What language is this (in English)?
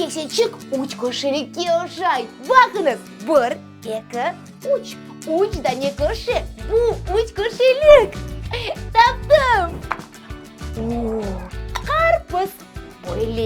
Crimean Tatar